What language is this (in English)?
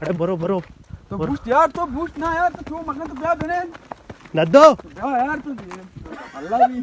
Baluchi